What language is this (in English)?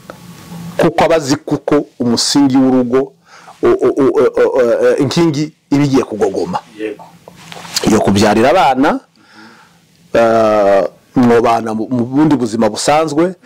Kinyarwanda